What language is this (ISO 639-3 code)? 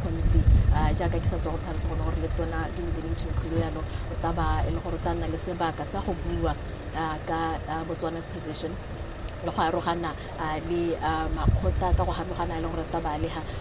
tsn